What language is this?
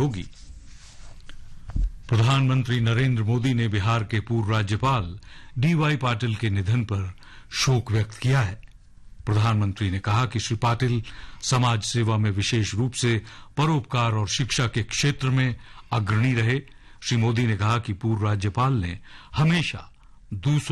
Hindi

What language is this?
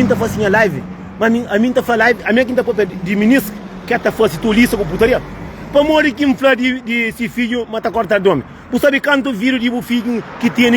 Kabuverdianu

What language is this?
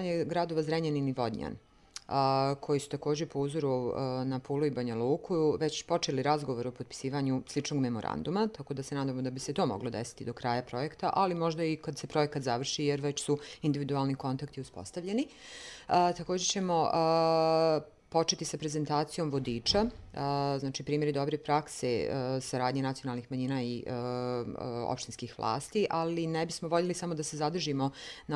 Bosnian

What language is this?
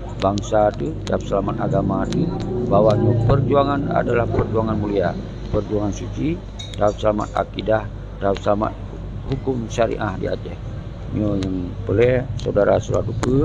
Achinese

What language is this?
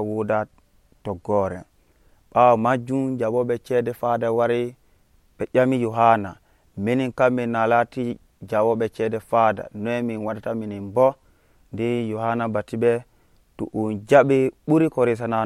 Nigerian Fulfulde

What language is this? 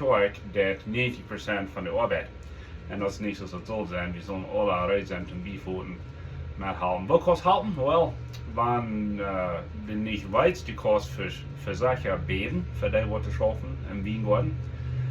Plautdietsch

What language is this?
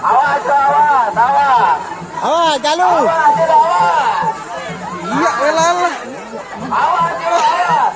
Sasak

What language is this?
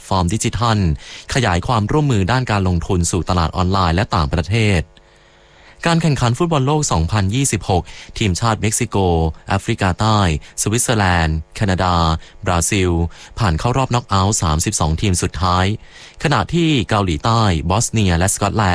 Thai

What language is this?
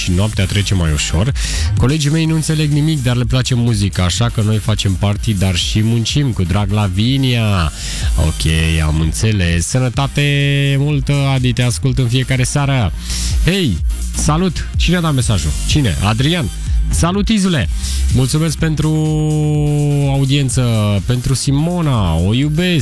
Romanian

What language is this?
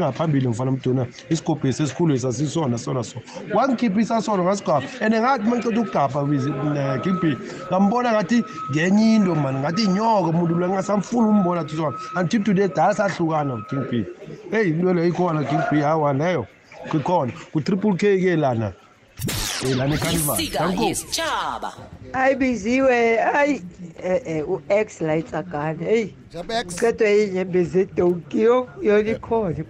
South Ndebele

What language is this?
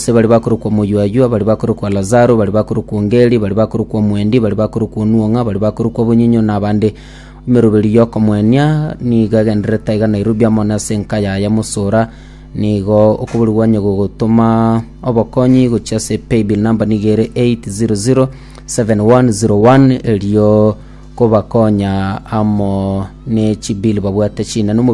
Gusii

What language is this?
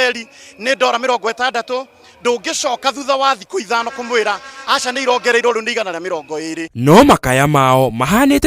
Kikuyu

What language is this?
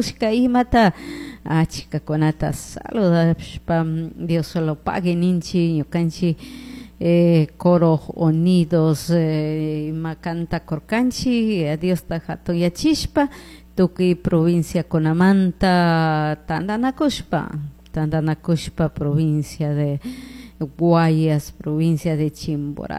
Chimborazo Highland Quichua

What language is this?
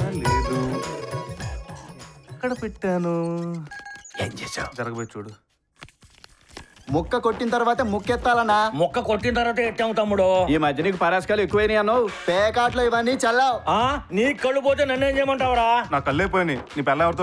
Telugu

